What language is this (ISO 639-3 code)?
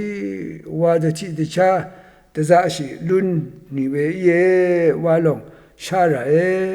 raw